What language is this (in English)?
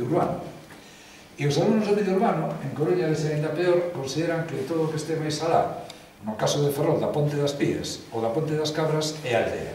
Galician